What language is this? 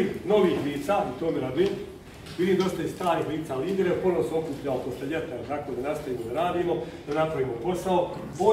Bosnian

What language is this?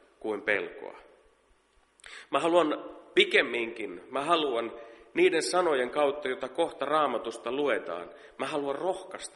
Finnish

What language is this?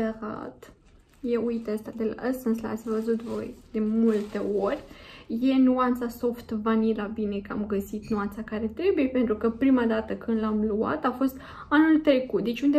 Romanian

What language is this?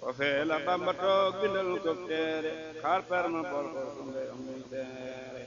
Wolof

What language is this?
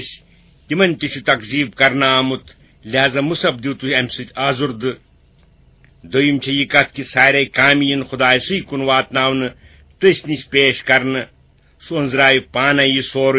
Kashmiri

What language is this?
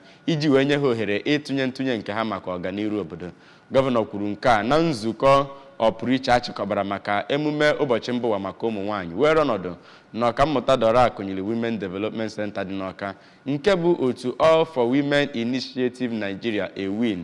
Igbo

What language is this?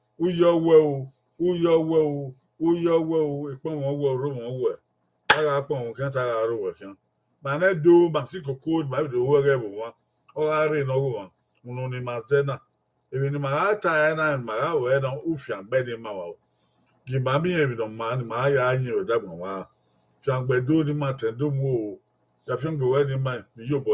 Bini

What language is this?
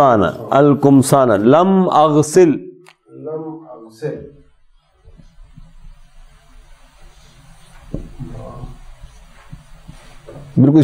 Urdu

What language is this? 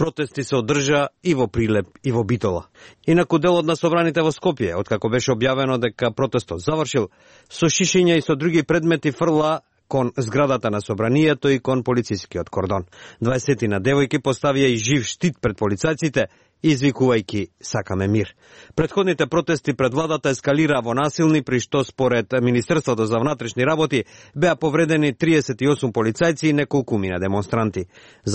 Macedonian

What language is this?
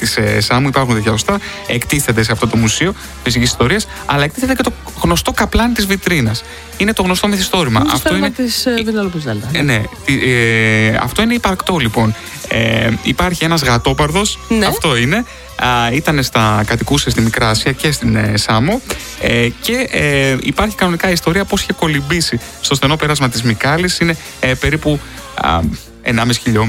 Greek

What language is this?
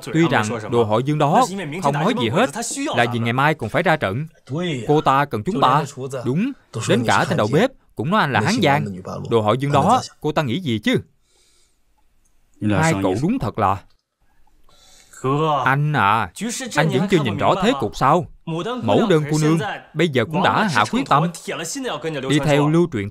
Vietnamese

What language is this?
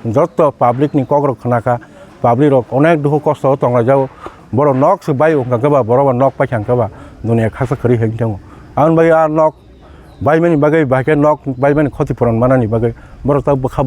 Kok Borok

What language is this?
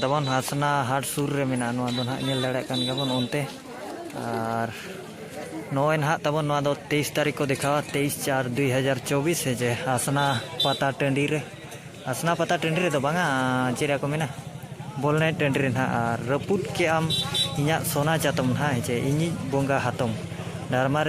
Santali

